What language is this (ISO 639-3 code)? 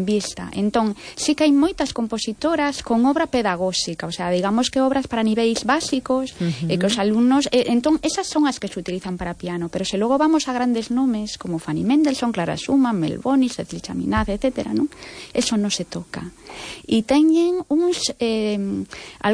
glg